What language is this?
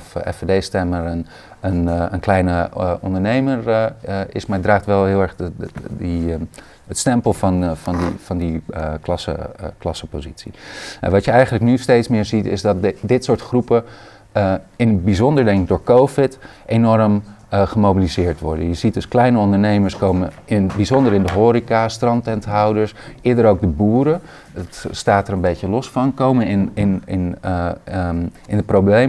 Dutch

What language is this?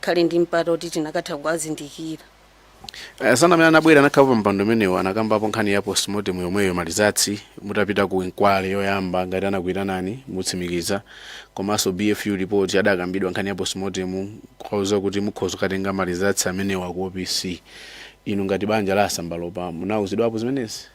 Nyanja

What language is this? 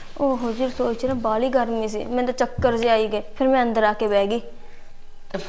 Punjabi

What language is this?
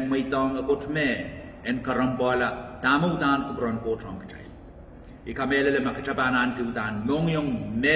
Pohnpeian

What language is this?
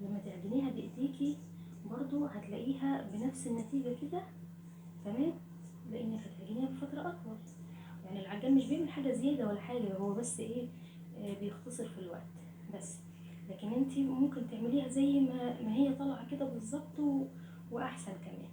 Egyptian Arabic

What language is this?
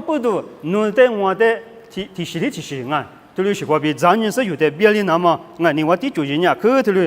Lisu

